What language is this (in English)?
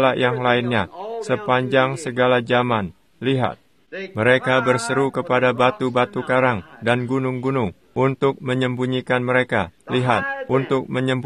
Indonesian